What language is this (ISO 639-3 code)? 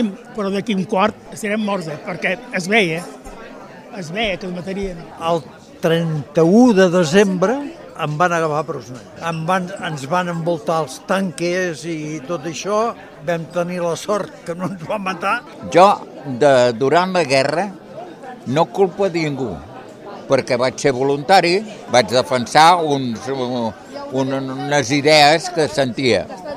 cat